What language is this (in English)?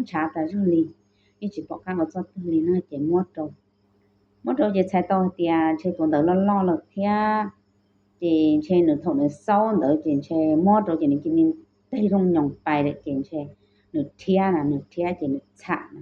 Hmong